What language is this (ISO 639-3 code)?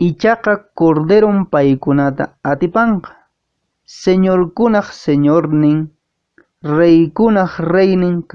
que